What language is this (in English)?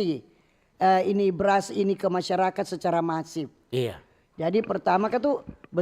Manado Malay